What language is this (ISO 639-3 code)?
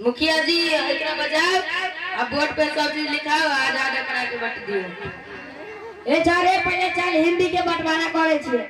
mai